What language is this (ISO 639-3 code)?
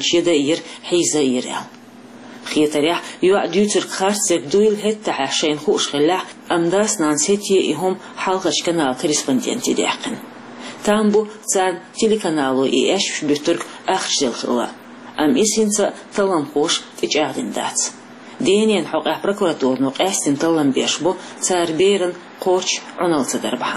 che